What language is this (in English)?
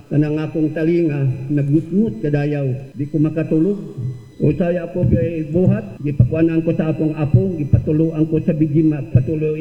Cebuano